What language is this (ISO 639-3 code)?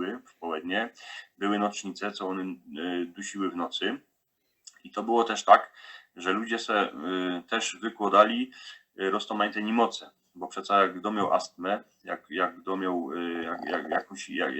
szl